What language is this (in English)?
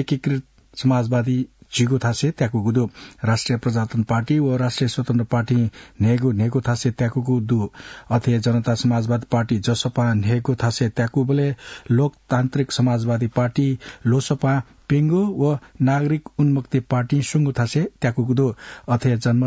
Newari